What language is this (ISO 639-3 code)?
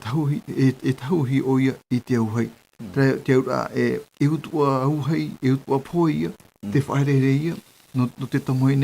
tah